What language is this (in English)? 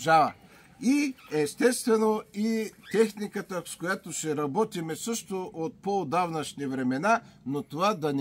Bulgarian